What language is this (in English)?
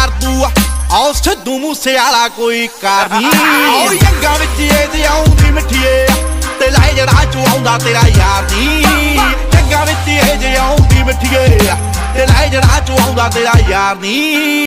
Punjabi